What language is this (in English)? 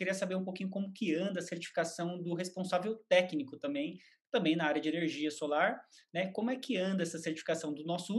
Portuguese